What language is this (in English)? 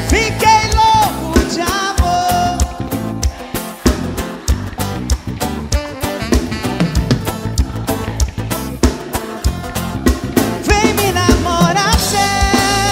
Portuguese